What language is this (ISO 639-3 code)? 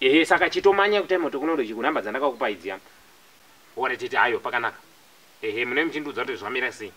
sna